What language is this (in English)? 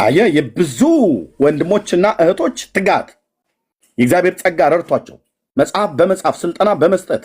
Amharic